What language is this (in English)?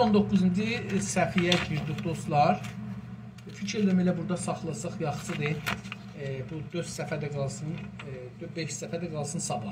South Azerbaijani